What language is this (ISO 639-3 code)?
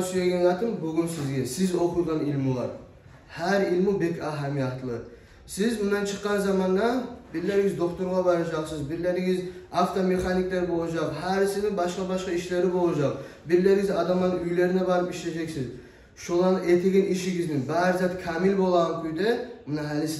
kum